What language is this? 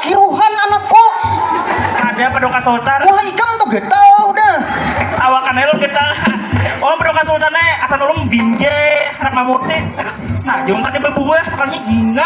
Banjar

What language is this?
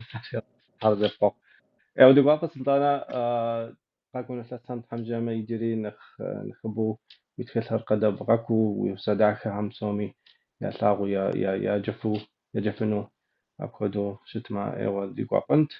Kabardian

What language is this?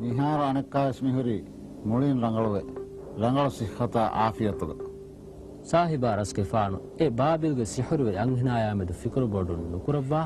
Divehi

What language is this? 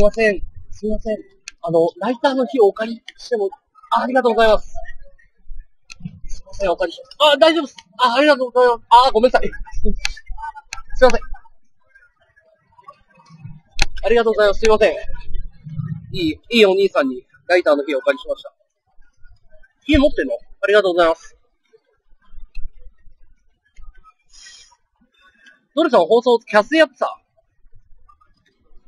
Japanese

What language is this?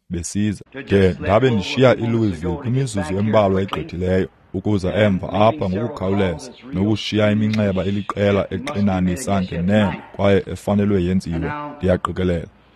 Xhosa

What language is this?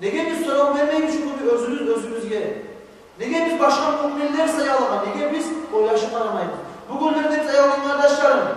Kumyk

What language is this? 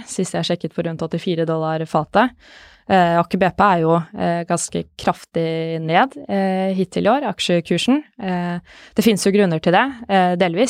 Norwegian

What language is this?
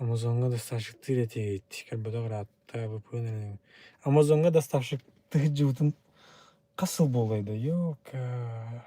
Yakut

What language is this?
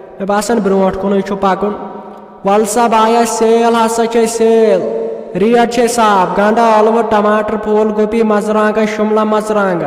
Kashmiri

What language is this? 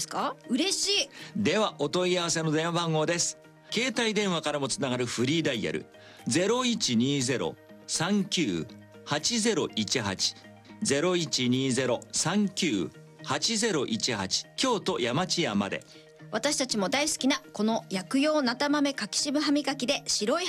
Japanese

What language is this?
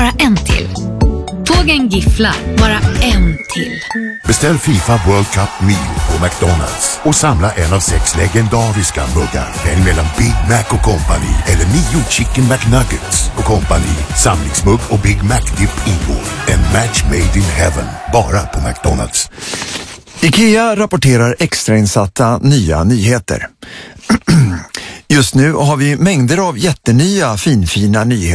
Swedish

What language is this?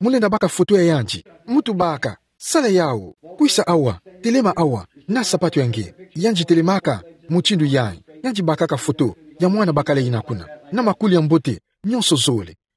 Kituba (Democratic Republic of Congo)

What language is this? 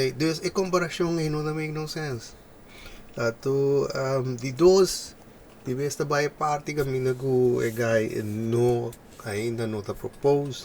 Papiamento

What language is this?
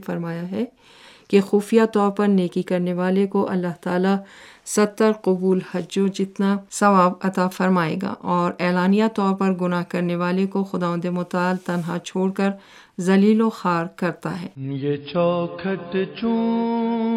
Urdu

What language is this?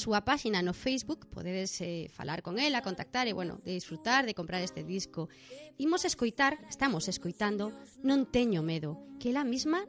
Galician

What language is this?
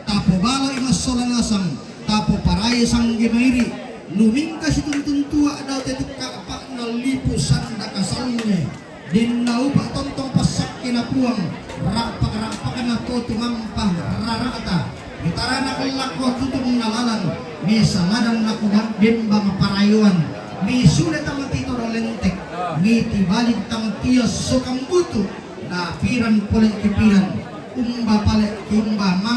Toraja-Sa'dan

